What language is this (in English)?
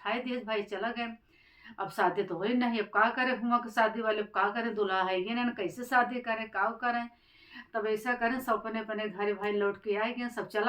Awadhi